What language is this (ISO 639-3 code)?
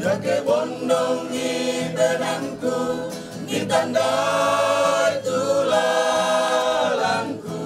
sda